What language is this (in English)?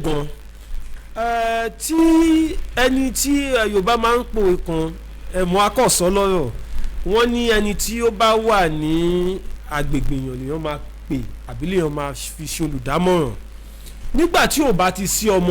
Yoruba